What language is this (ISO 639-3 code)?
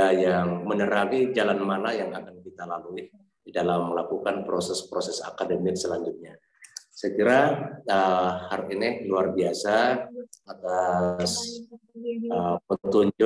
ind